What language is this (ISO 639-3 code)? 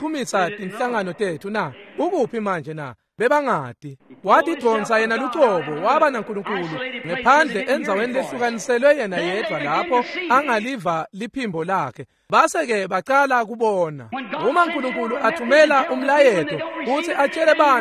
ssw